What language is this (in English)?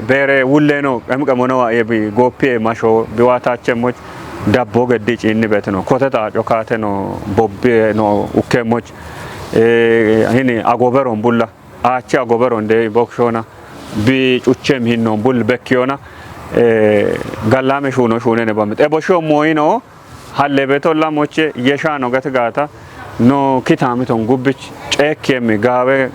Kafa